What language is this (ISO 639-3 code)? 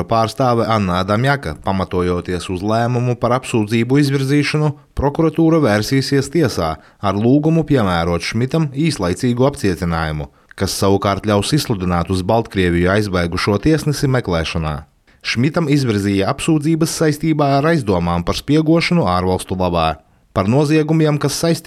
lav